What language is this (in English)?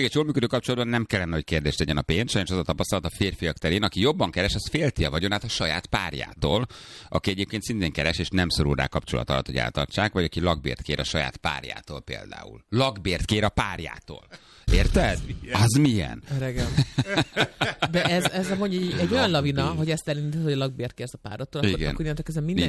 Hungarian